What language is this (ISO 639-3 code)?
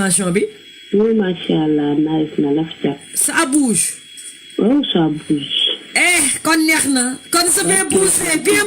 wol